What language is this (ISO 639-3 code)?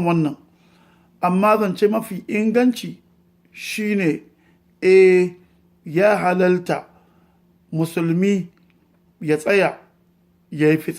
hau